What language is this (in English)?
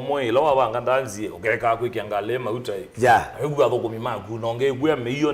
Kamba